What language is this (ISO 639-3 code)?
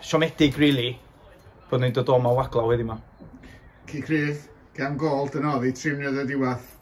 cym